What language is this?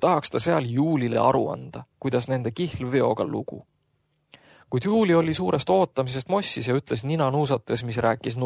Estonian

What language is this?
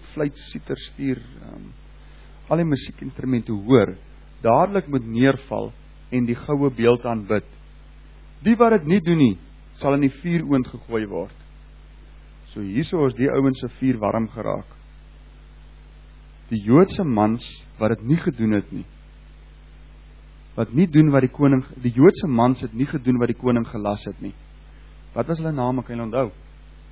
Afrikaans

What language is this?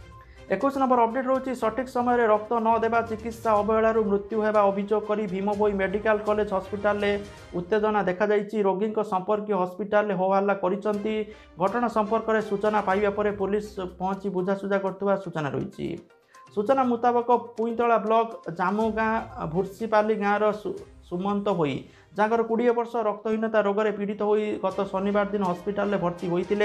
Odia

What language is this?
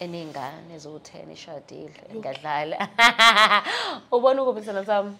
Zulu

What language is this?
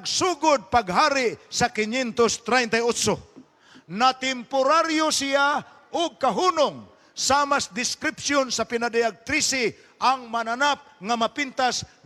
Cebuano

